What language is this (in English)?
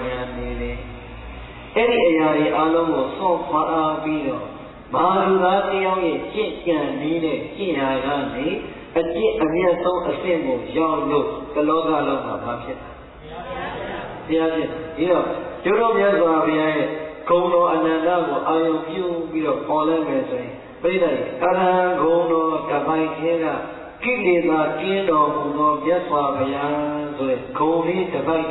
Burmese